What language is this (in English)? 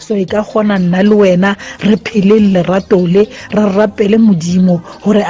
Tswana